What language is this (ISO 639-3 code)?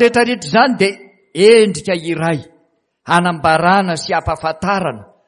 mlg